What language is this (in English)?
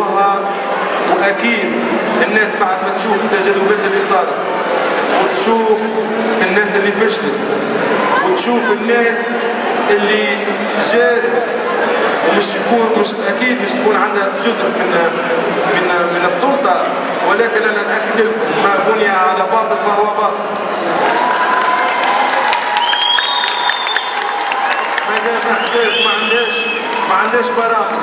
Tunisian Arabic